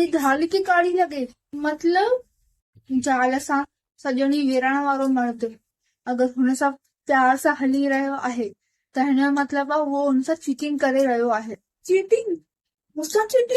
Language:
Sindhi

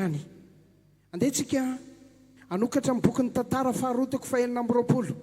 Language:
Malagasy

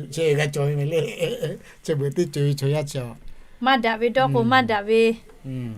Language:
Lahu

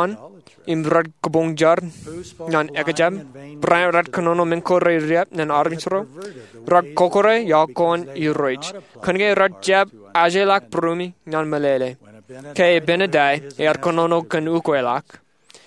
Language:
Marshallese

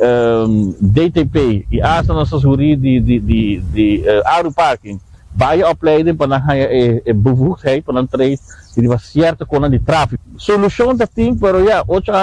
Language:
Papiamento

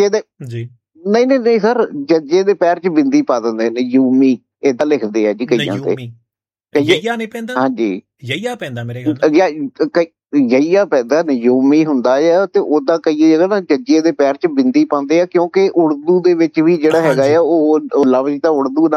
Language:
Punjabi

